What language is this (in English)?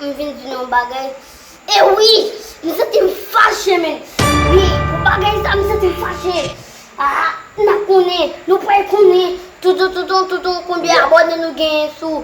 Haitian Creole